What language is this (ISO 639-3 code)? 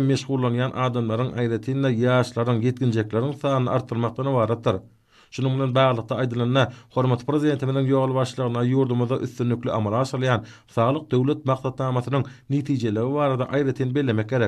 tuk